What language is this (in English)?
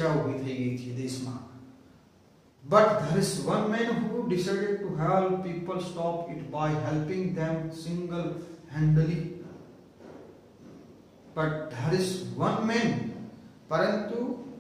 Gujarati